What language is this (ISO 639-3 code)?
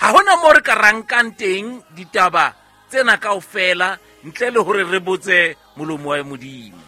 sot